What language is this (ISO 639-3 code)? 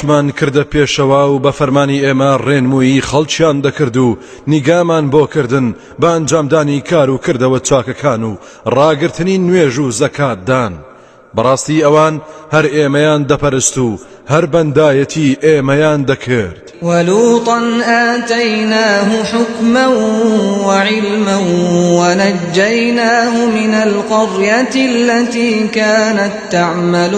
ckb